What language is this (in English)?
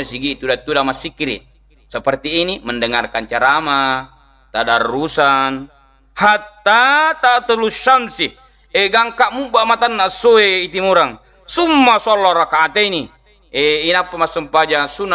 Buginese